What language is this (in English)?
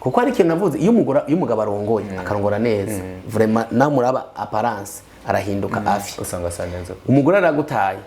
Rundi